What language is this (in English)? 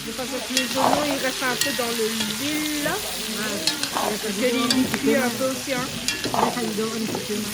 Réunion Creole French